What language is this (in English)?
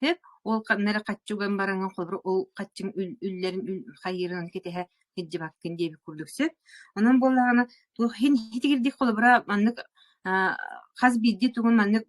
Yakut